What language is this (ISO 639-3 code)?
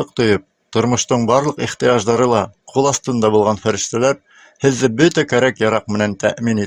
bak